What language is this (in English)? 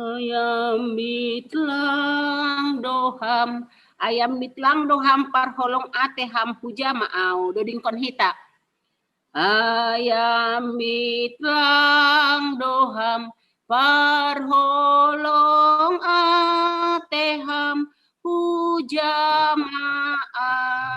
Batak Simalungun